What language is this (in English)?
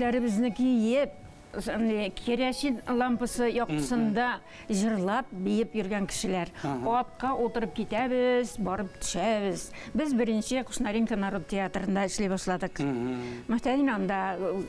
Bashkir